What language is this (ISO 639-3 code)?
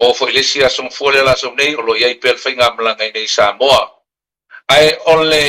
smo